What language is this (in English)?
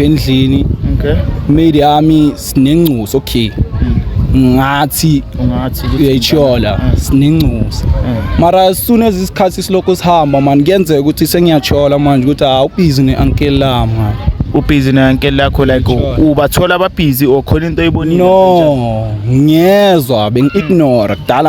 Zulu